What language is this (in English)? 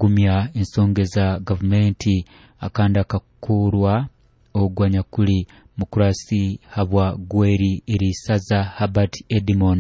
Nyoro